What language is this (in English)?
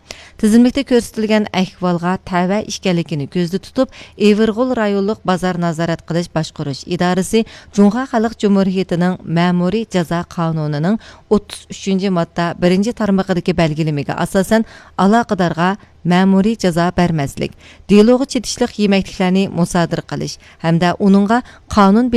Uyghur